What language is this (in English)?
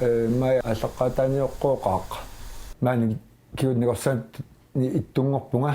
Kalaallisut